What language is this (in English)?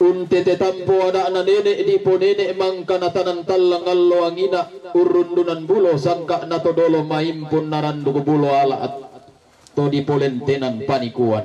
Toraja-Sa'dan